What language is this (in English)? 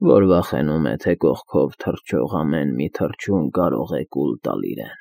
Armenian